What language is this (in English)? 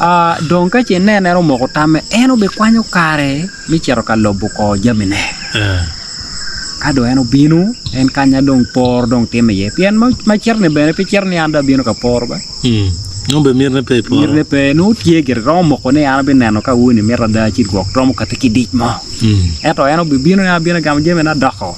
Acoli